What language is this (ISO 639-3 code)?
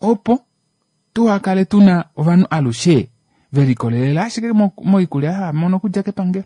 kua